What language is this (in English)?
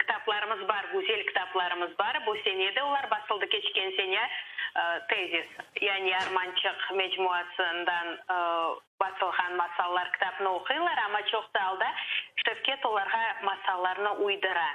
Crimean Tatar